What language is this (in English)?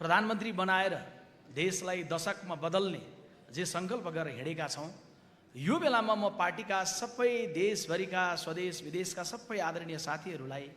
Nepali